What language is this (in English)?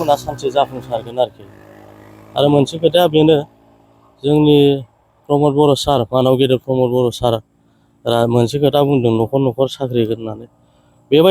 Bodo